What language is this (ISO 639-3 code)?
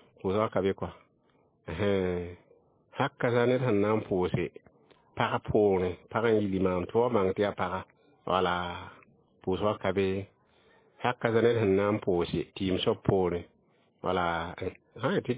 mos